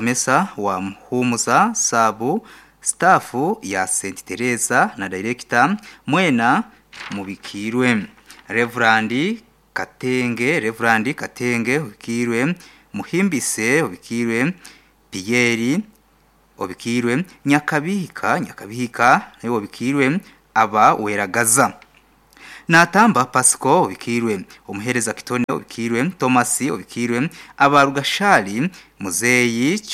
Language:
Nyankole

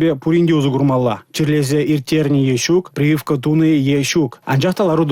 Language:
Chuvash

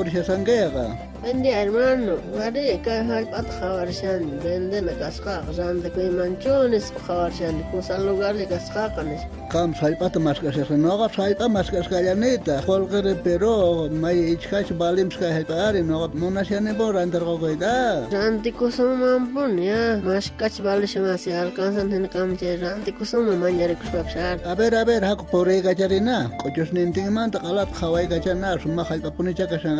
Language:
South Bolivian Quechua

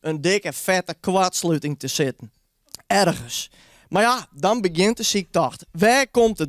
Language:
Western Frisian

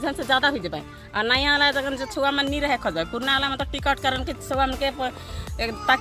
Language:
Sadri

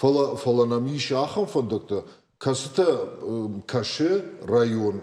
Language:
Ossetic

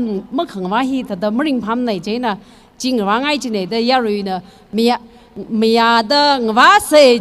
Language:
Tangkhul Naga (India)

